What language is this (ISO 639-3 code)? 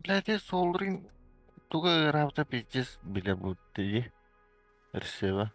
sah